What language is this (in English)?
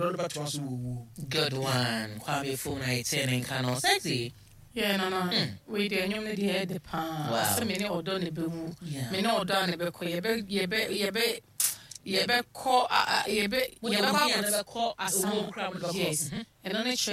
Akan